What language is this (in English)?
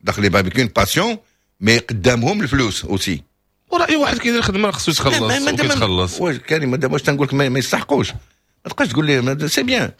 Moroccan Arabic